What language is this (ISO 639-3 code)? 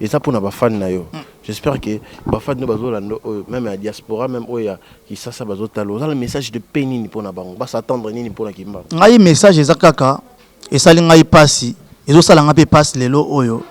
lin